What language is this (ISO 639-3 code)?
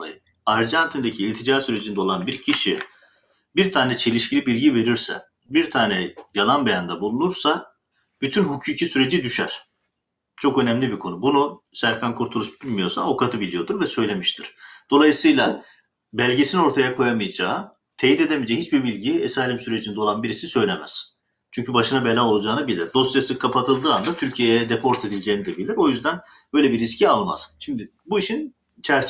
tur